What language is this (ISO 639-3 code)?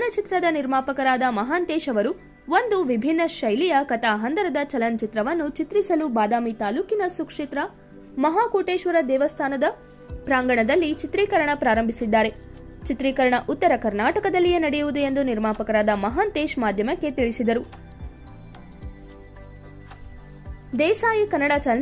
kan